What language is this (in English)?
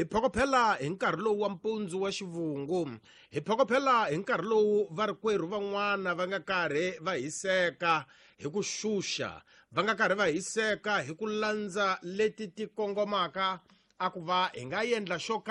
Tsonga